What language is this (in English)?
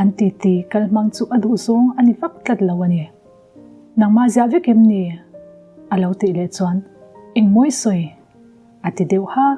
Mizo